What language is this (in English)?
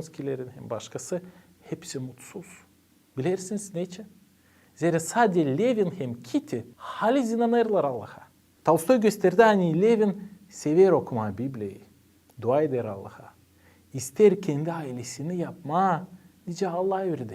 Gagauz